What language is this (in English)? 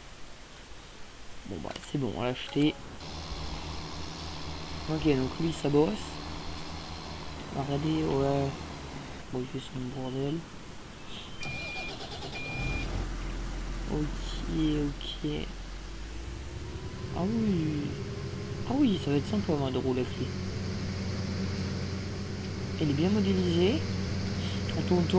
French